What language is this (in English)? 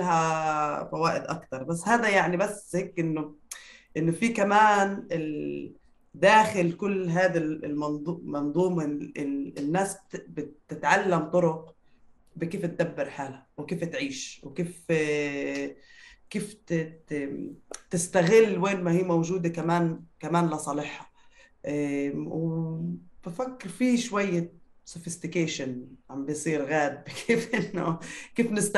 North Levantine Arabic